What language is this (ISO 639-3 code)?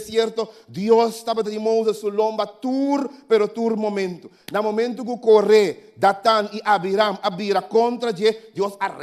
pap